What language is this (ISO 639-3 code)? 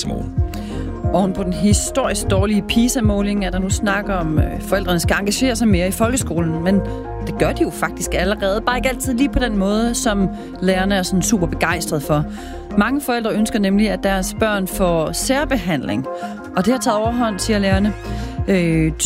dan